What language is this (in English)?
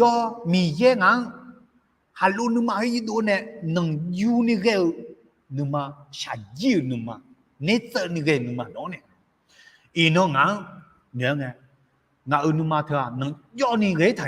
Akha